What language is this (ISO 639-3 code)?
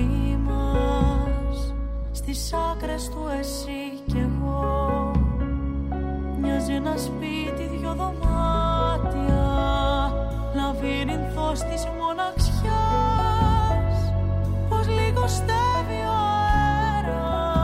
ell